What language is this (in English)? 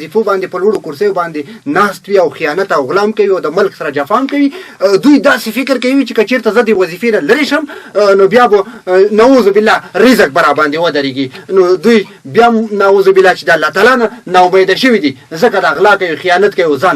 Pashto